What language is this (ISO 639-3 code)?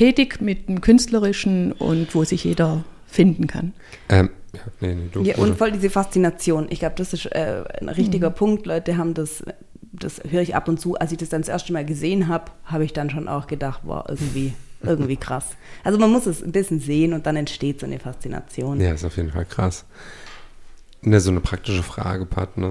deu